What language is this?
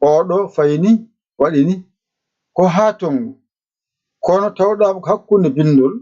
Fula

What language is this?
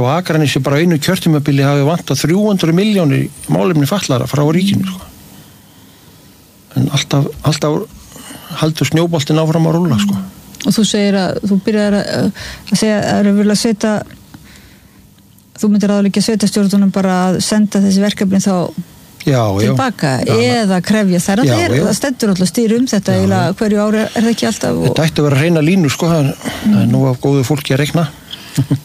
Icelandic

